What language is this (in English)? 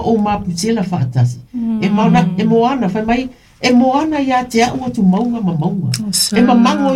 Samoan